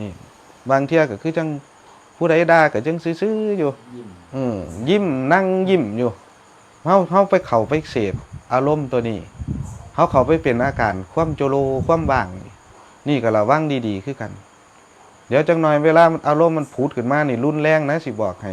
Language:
Northeastern Thai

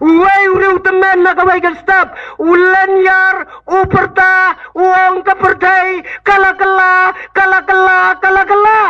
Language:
Khasi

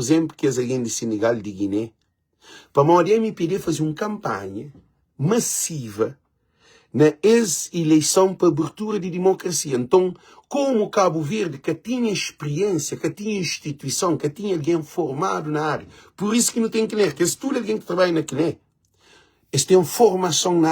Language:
Kabuverdianu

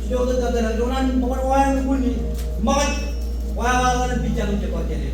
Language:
Marshallese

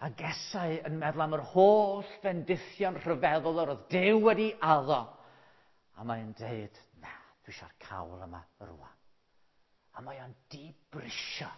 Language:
Welsh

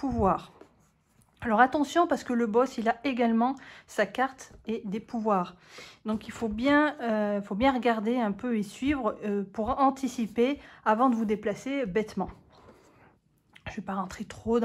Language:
French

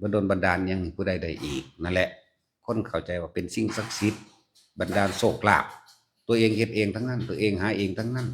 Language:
Northeastern Thai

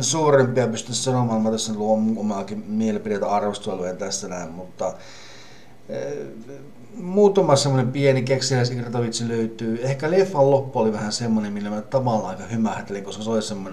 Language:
Finnish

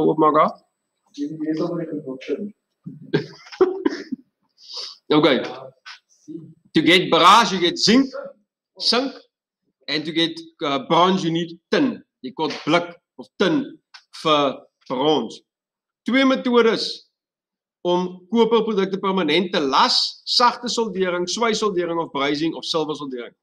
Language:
Afrikaans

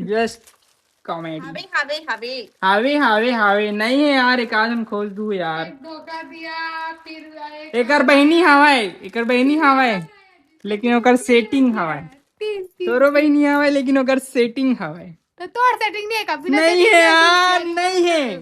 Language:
Chhattisgarhi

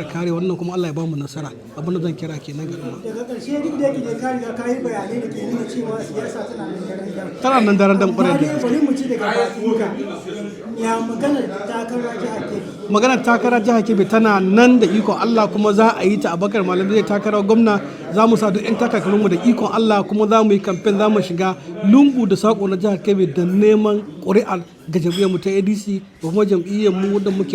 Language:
Hausa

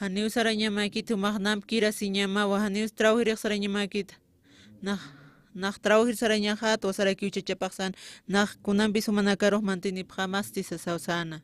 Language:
Aymara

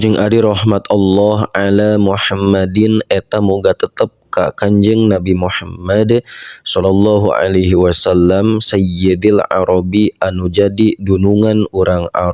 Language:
Sundanese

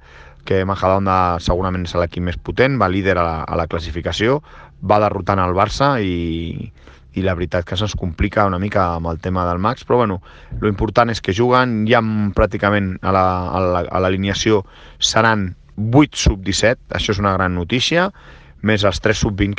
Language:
Catalan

